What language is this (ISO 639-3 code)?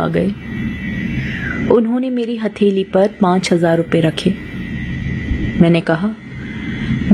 hin